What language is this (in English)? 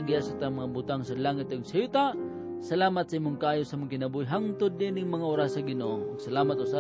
Cebuano